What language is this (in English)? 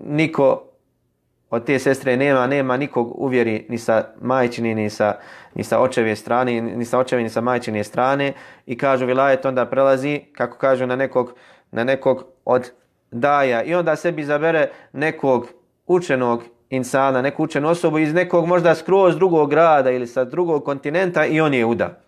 Bosnian